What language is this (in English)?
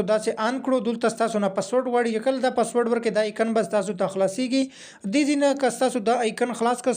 Pashto